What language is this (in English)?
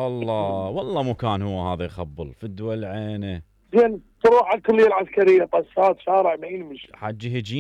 Mesopotamian Arabic